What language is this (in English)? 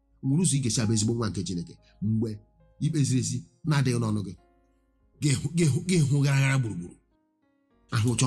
Igbo